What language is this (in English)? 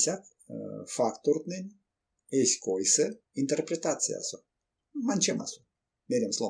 Erzya